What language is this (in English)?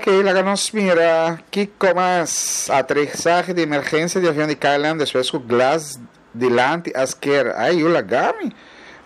Papiamento